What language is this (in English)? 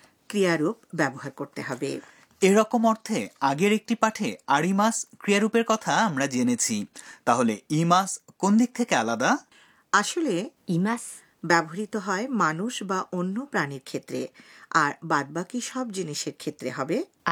Bangla